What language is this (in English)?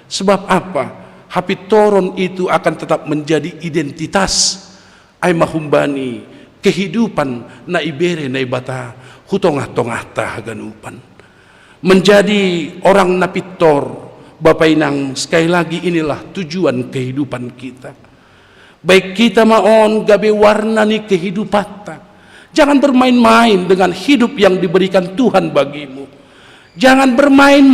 Batak Simalungun